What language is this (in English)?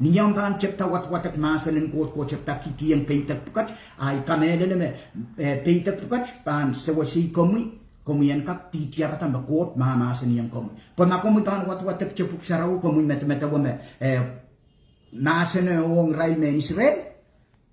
Pohnpeian